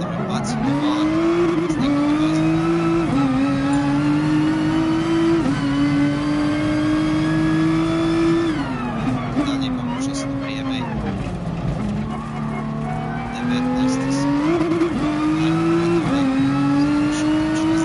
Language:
Croatian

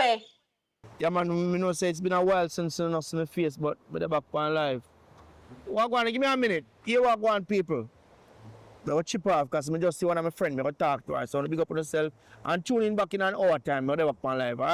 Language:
Jamaican Creole English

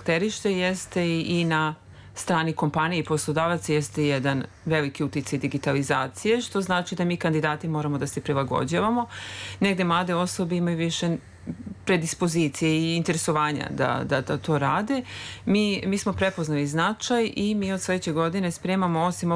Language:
Serbian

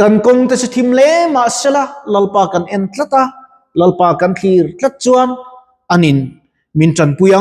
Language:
Mizo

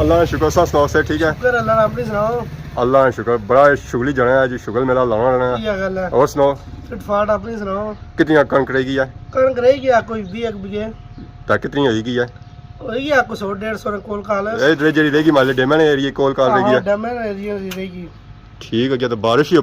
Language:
Pahari-Potwari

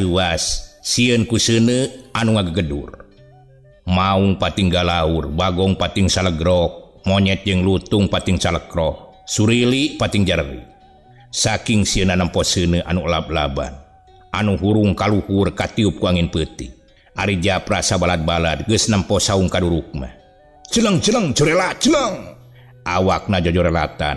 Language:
Sundanese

